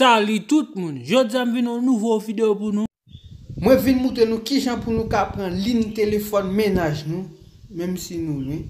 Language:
Haitian Creole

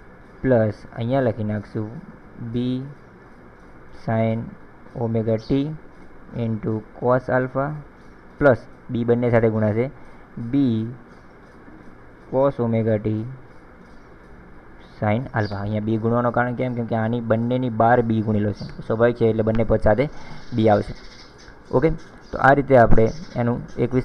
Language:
Gujarati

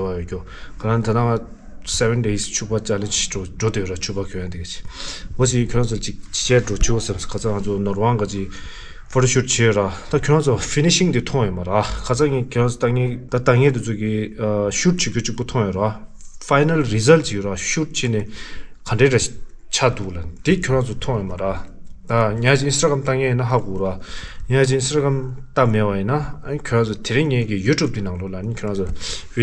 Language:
Tibetan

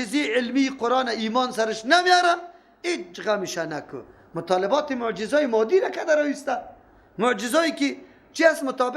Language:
Persian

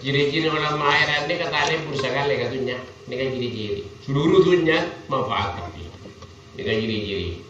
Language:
Madurese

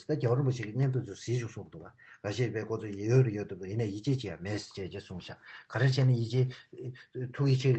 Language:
Tibetan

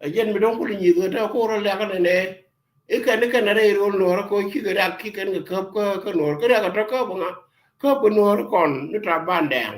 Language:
Nuer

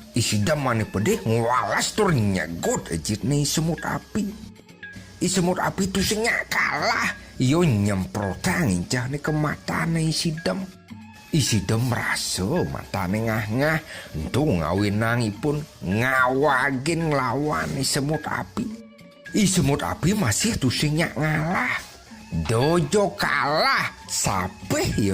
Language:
Balinese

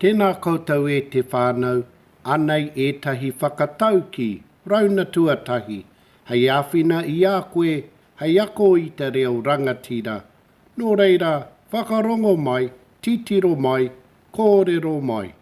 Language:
Māori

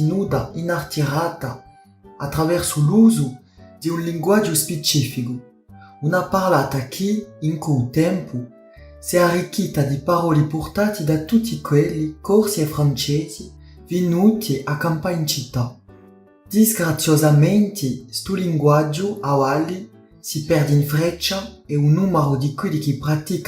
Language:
Corsican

